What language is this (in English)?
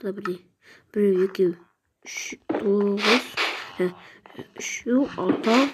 Kazakh